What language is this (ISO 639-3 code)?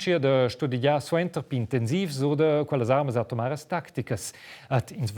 roh